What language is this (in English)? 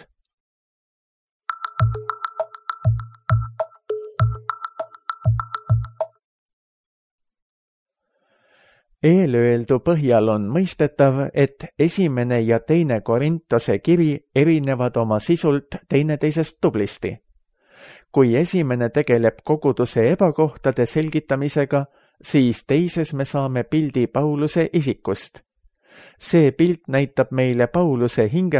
Estonian